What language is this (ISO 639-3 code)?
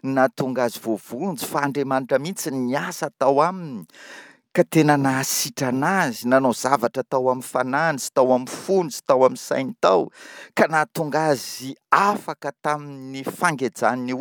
mlg